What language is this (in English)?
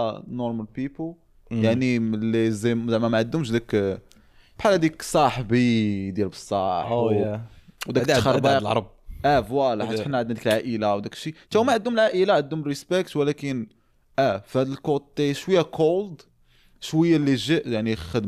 Moroccan Arabic